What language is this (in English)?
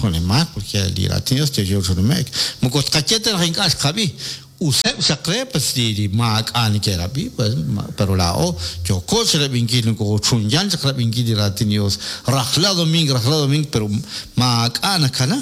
Kekchí